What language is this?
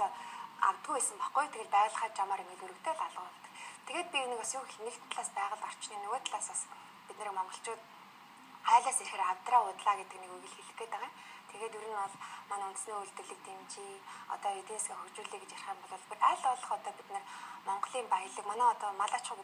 Mongolian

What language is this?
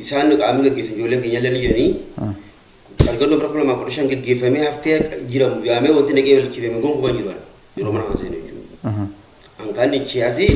Oromo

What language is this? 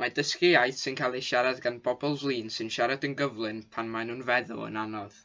Welsh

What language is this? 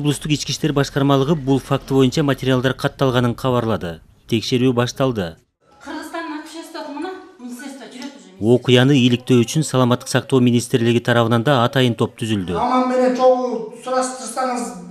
Kyrgyz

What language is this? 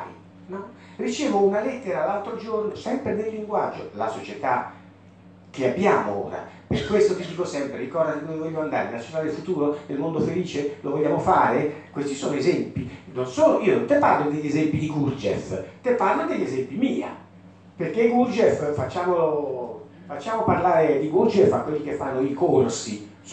Italian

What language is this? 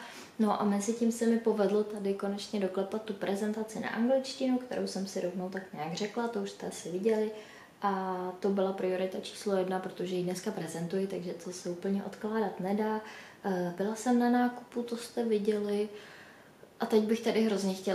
Czech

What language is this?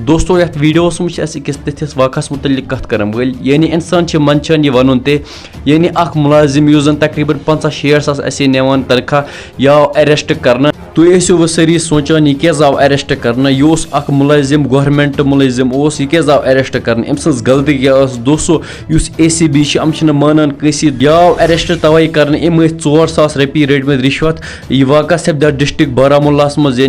Kashmiri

